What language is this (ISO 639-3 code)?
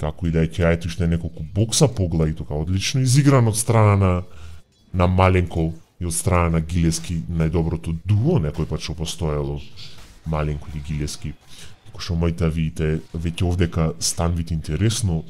mkd